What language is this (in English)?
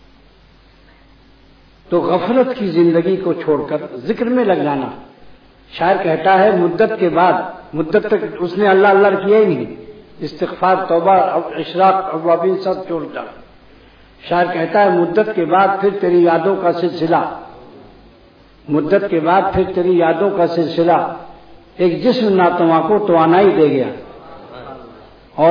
Urdu